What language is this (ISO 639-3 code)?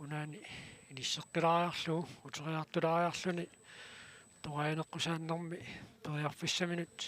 kal